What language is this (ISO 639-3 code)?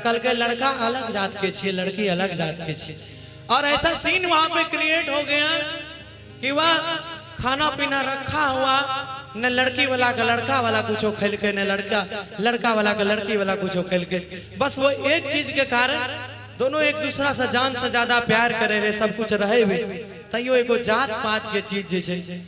mai